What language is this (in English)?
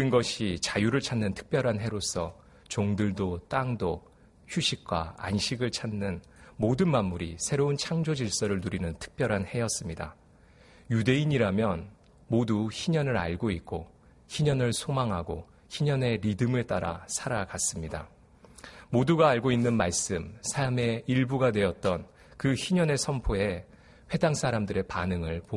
Korean